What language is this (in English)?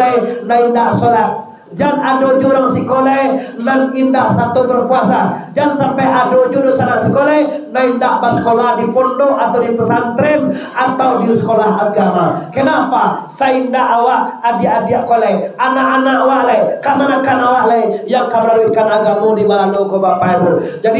Minangkabau